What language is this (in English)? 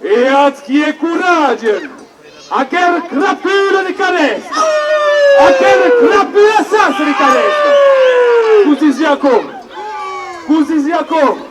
Occitan